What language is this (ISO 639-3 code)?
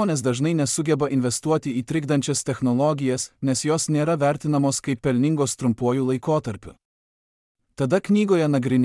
lit